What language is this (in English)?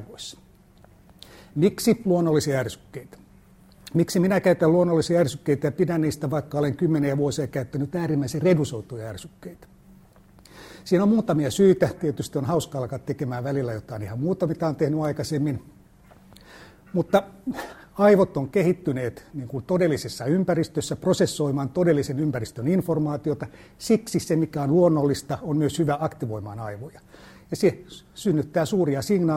Finnish